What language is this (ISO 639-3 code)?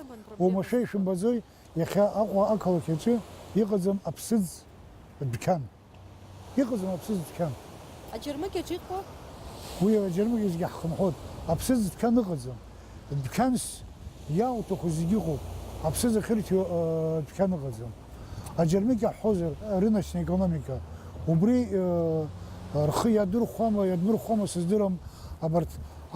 abk